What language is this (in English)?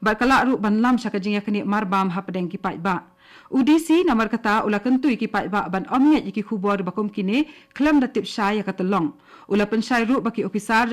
Khasi